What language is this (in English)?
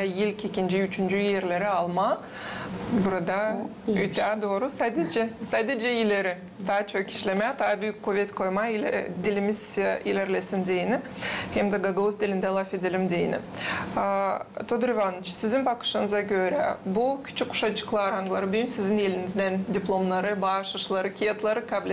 Gagauz